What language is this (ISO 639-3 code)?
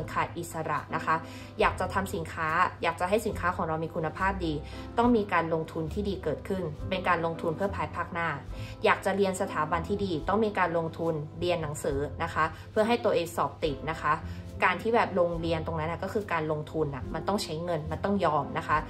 tha